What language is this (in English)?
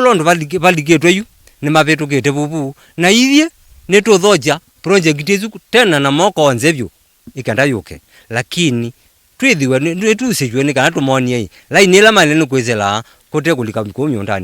Kamba